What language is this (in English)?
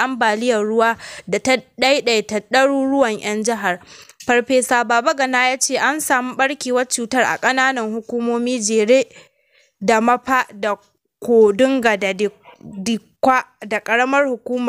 Hausa